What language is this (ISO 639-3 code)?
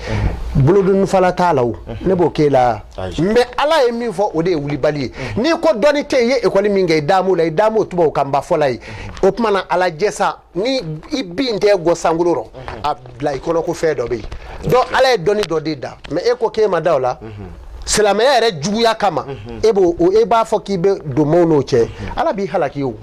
bam